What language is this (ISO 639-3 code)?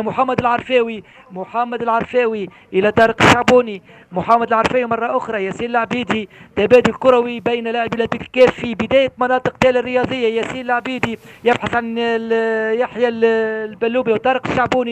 aeb